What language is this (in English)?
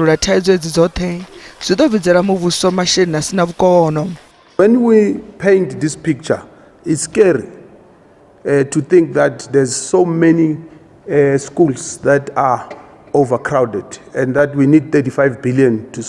Venda